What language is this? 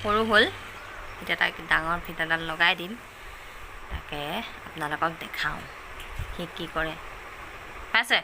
Assamese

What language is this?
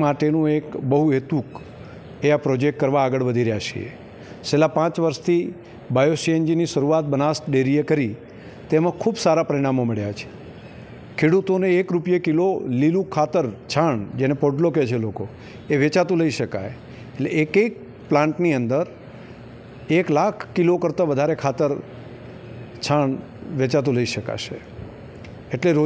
Gujarati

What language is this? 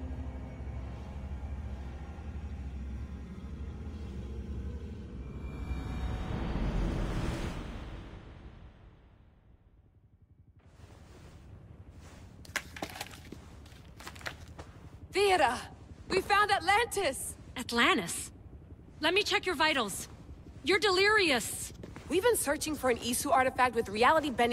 English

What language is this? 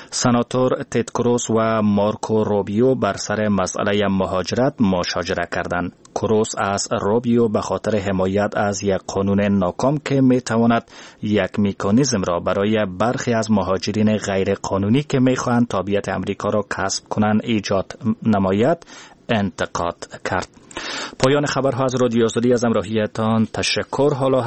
Persian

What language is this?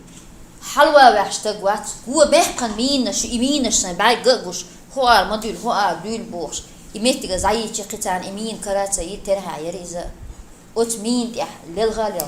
Chechen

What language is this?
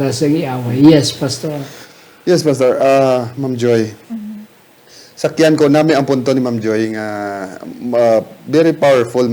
Hiligaynon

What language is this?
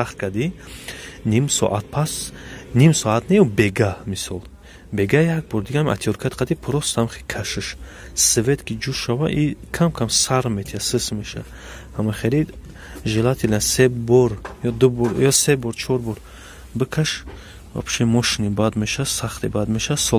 Tajik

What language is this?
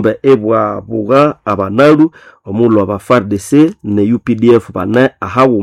Nande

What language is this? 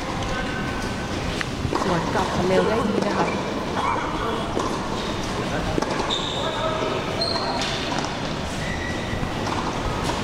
Thai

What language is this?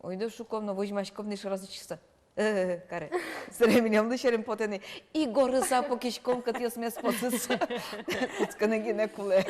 Udmurt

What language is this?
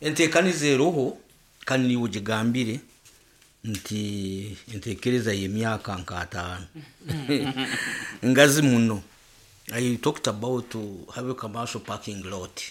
Nyoro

